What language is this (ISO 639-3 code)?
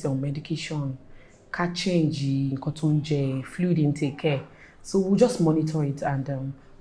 yor